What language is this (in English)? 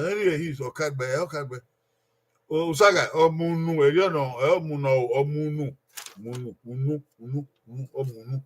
Bini